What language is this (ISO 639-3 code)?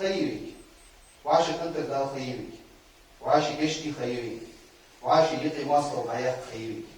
inh